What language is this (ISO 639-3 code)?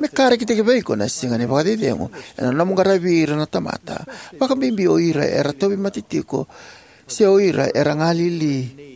fij